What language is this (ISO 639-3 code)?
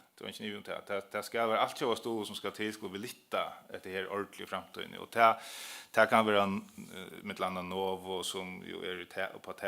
fao